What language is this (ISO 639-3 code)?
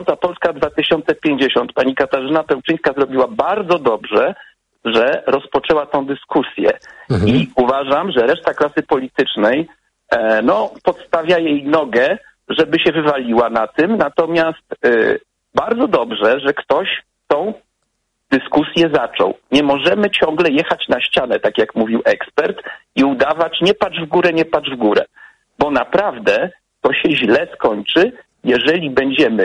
pol